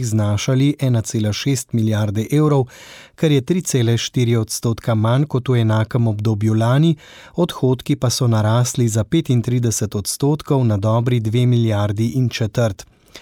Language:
Slovenian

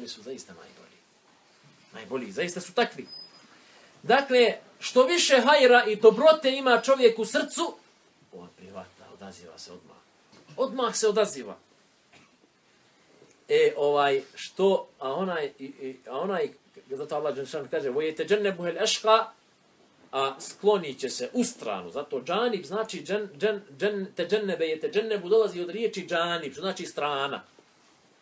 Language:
Bosnian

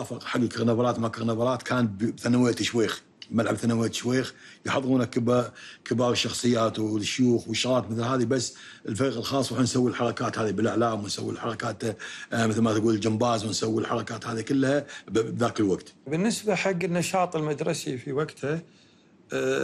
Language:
Gulf Arabic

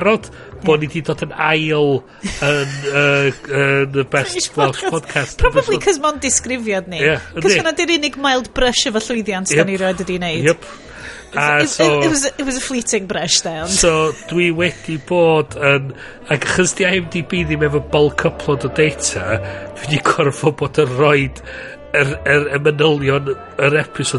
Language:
Welsh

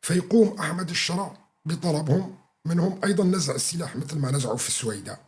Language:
North Levantine Arabic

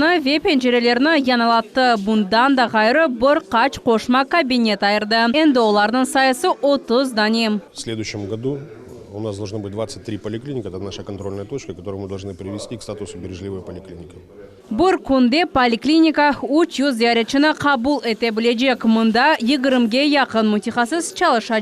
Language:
Crimean Tatar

